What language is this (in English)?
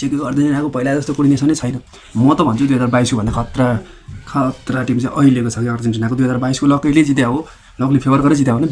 Nepali